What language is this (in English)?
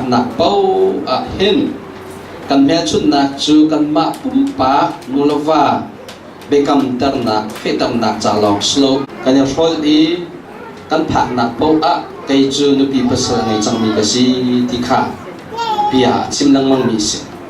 Hakha Chin